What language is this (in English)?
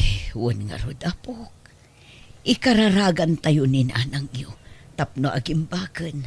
Iloko